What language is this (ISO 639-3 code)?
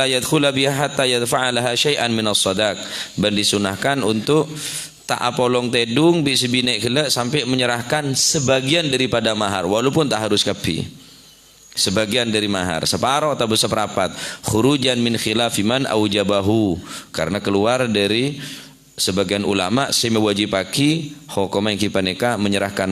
mad